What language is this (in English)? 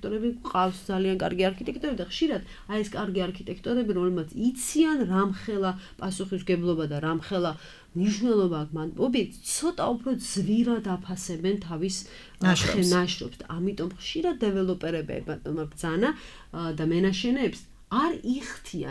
Georgian